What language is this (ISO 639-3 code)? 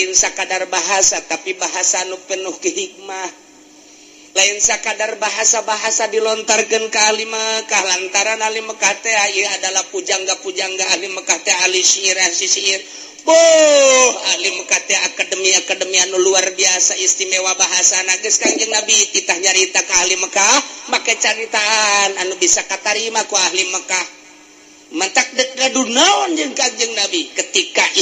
sun